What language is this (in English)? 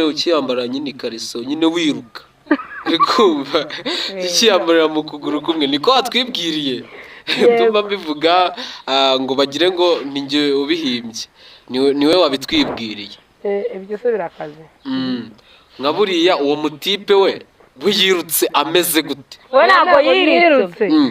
Kinyarwanda